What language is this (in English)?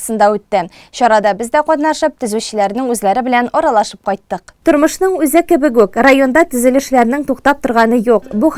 Tatar